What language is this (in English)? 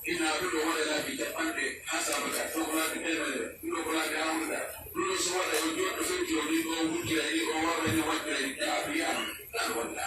Pular